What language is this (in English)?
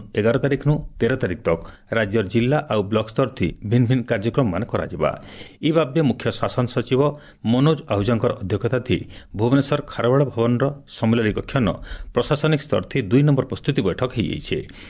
Odia